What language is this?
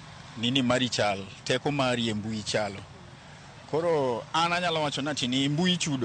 Luo (Kenya and Tanzania)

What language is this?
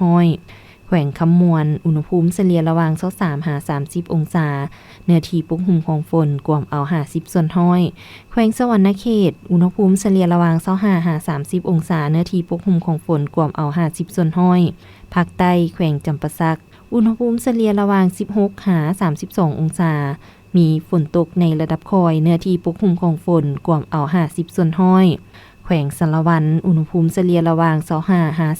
Lao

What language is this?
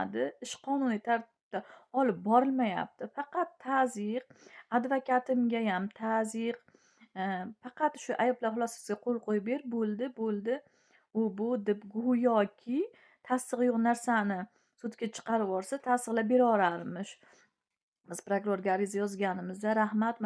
Uzbek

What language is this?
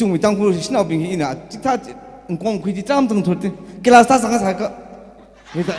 Tangkhul Naga (India)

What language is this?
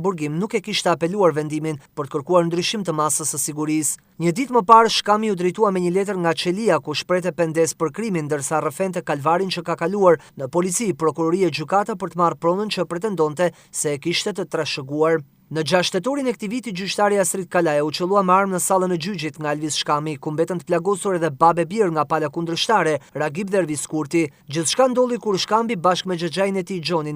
Albanian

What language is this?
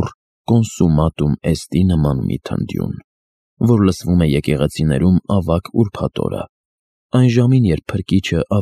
Armenian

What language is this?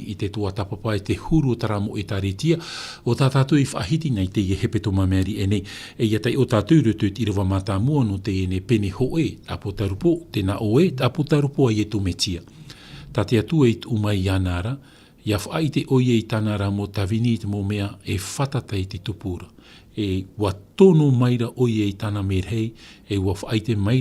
Tahitian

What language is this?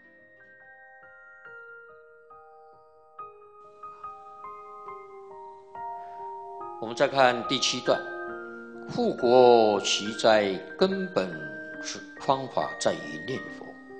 Chinese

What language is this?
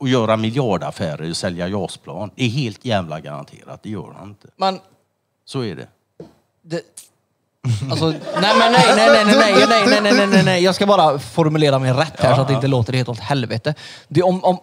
Swedish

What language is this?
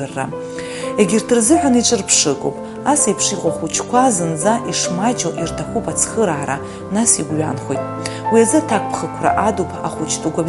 Abkhazian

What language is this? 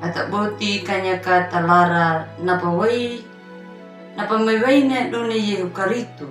Anakalangu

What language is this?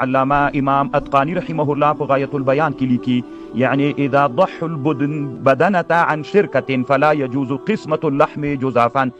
Pashto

